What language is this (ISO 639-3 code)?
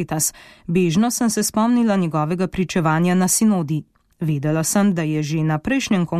slv